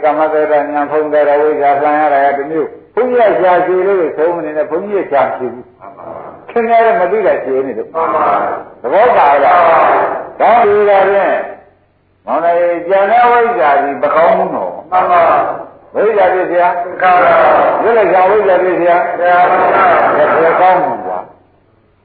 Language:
Burmese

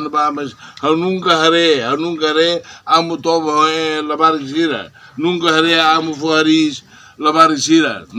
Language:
Tetum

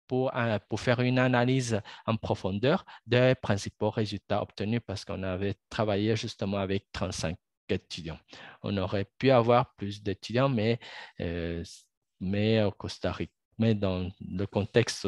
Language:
French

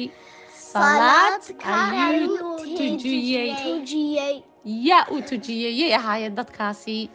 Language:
Somali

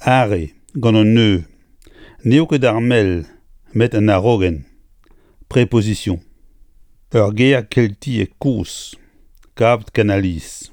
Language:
Breton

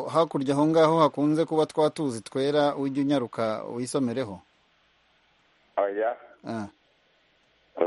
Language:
Kinyarwanda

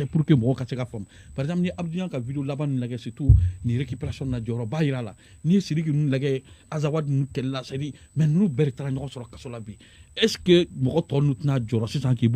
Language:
Bambara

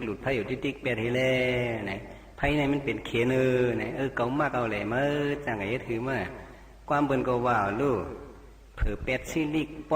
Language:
Shan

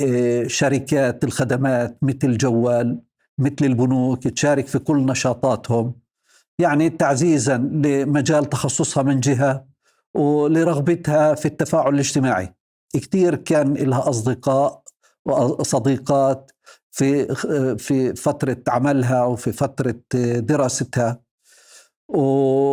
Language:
North Levantine Arabic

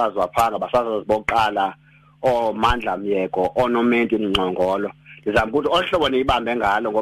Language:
Xhosa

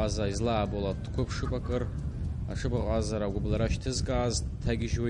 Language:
Abkhazian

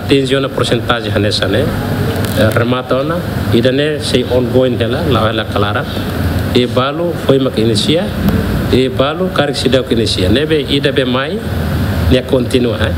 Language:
Tetum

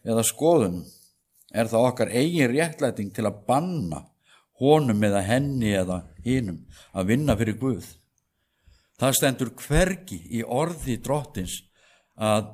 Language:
Icelandic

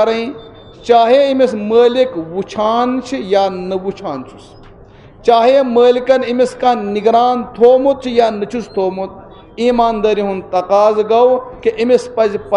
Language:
Kashmiri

